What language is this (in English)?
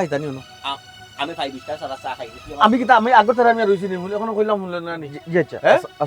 Sylheti